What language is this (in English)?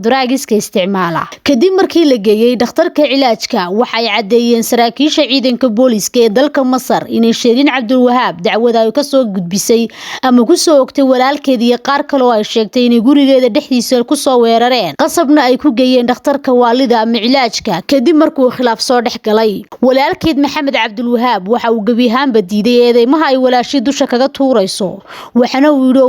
Somali